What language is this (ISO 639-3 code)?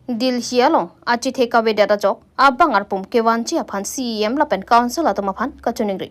mjw